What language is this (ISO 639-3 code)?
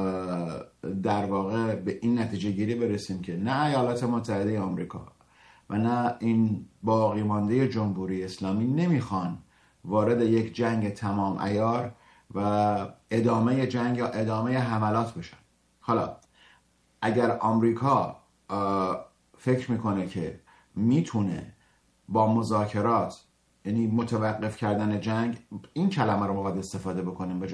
fas